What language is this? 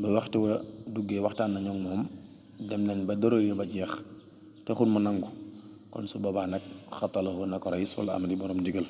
Wolof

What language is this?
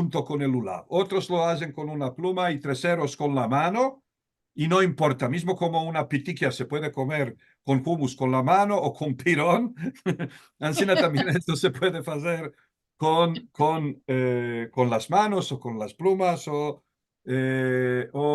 Ladino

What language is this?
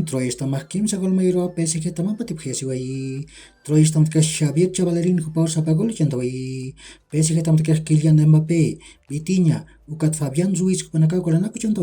Aymara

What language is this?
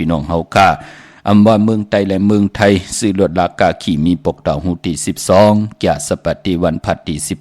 Shan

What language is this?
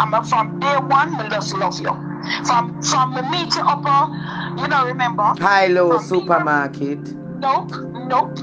Jamaican Creole English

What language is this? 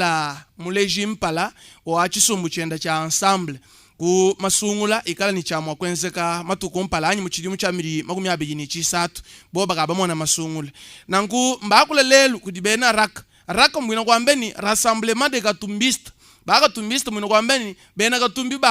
Luba-Lulua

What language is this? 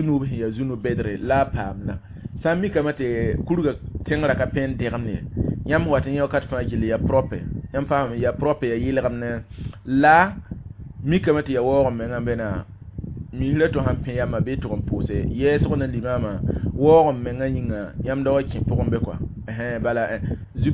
Mossi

